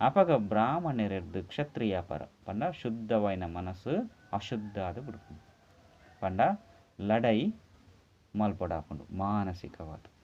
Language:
Tulu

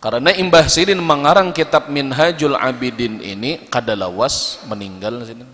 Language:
Banjar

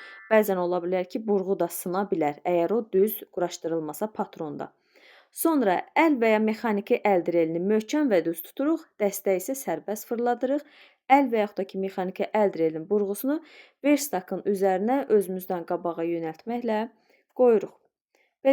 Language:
Azerbaijani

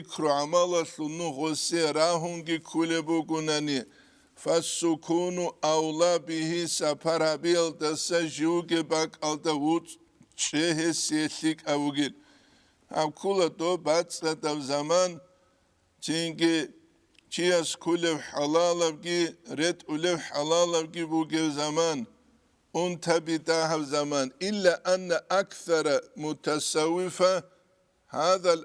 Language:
Avaric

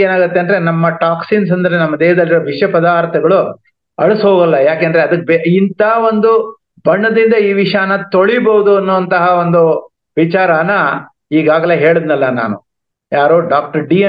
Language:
Kannada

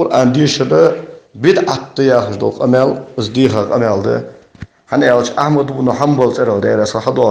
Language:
Ingush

